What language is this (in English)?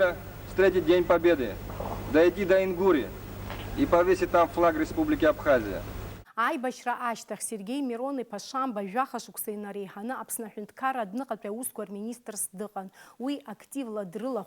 Abkhazian